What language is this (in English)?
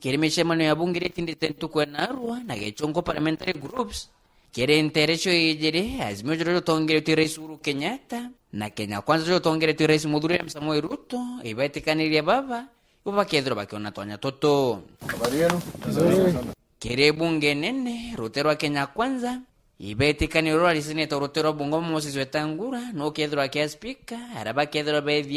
Meru